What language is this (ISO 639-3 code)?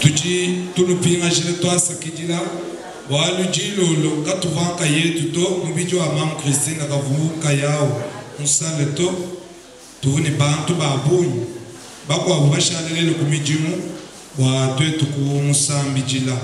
lua